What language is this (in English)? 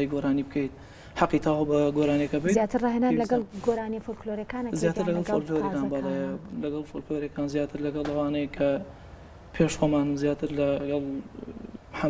Central Kurdish